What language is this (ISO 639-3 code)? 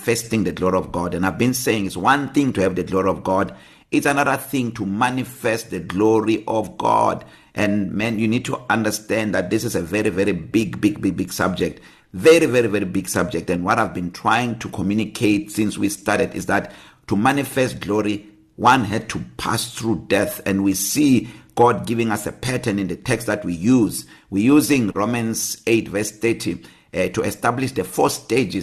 eng